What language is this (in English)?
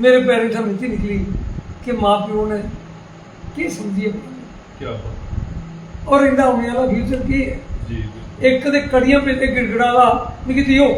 Dogri